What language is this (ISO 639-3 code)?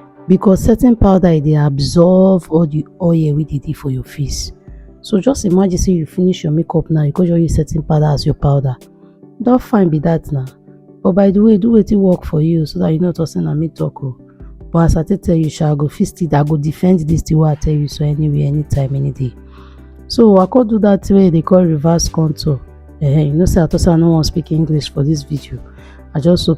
pcm